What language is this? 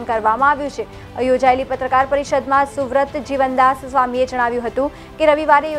Gujarati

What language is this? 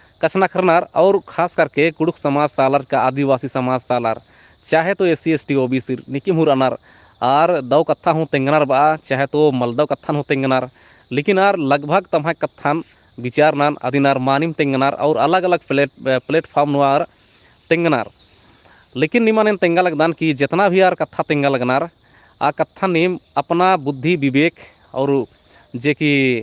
Kurukh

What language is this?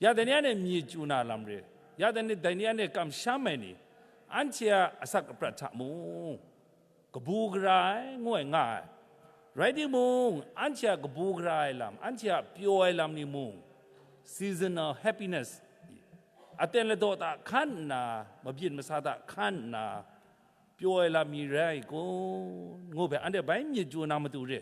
Kachin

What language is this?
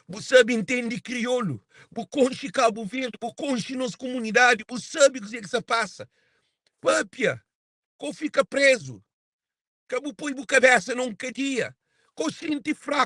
Kabuverdianu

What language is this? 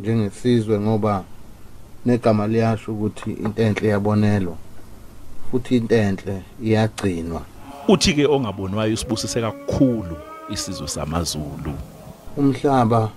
Zulu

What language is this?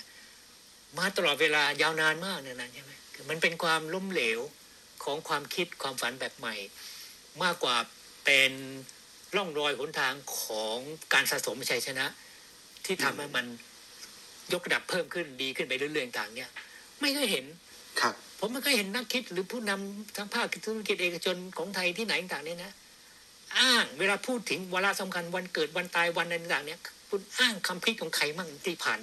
Thai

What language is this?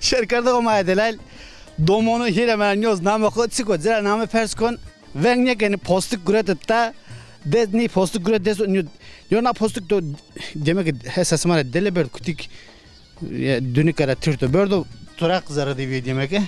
Zaza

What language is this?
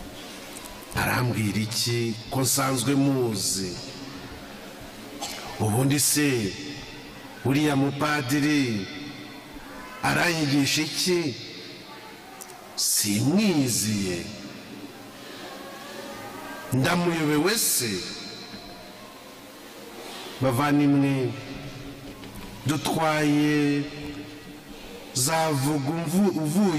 Kinyarwanda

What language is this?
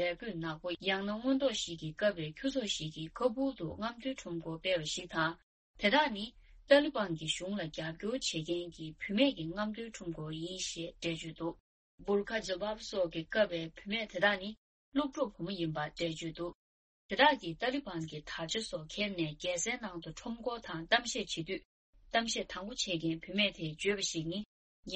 Tibetan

